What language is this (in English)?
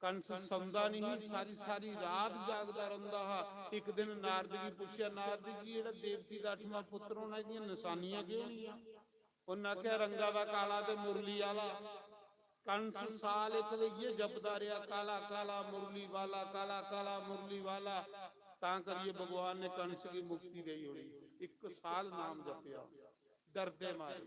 Dogri